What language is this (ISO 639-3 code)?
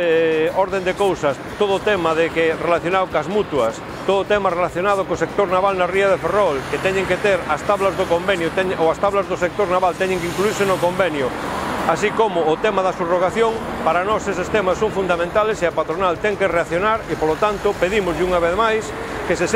glg